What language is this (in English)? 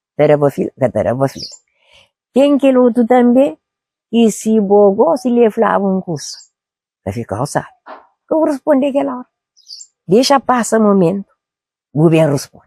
Kabuverdianu